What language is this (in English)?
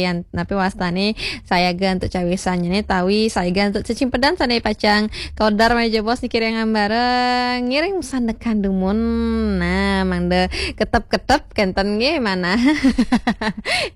Balinese